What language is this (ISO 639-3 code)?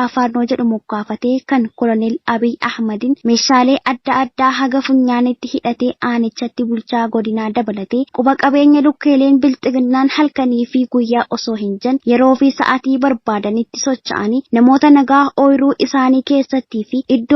orm